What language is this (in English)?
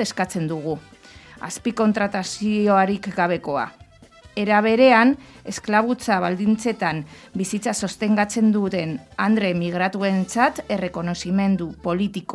Basque